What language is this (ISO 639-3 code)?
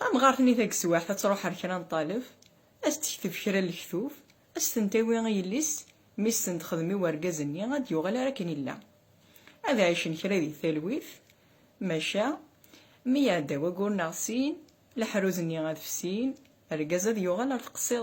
kab